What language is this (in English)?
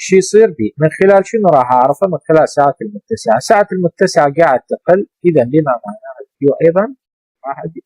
Mesopotamian Arabic